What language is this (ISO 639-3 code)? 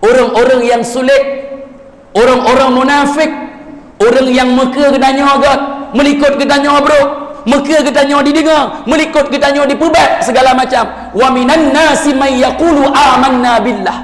ace